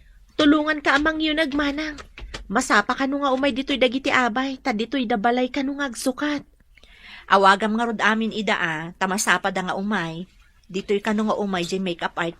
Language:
Iloko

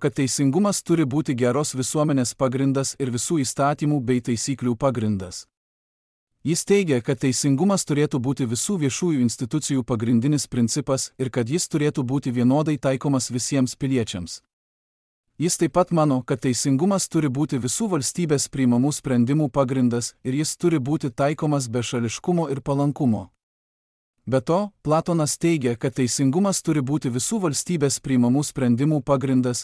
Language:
Lithuanian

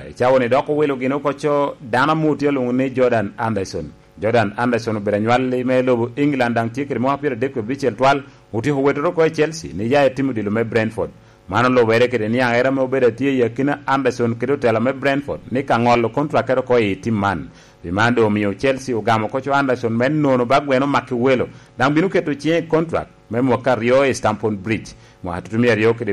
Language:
Lango (Uganda)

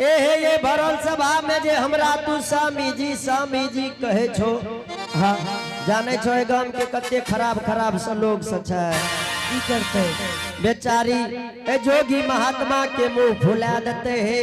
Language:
Angika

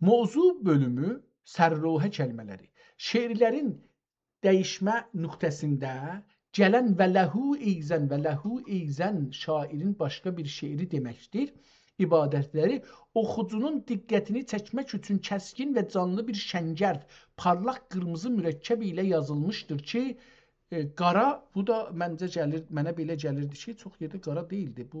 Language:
South Azerbaijani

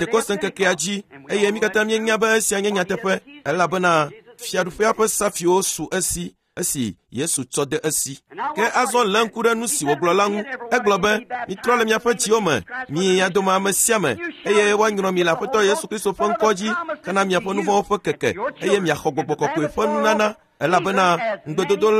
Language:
Ewe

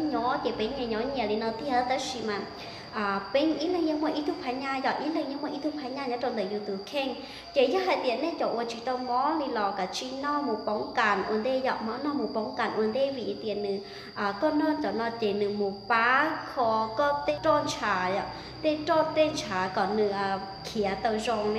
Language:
Hmong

